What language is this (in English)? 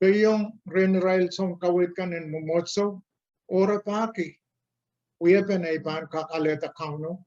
Pohnpeian